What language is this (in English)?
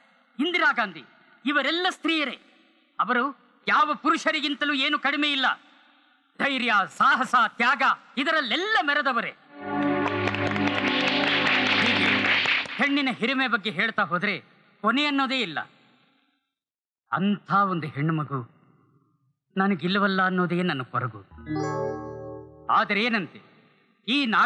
Kannada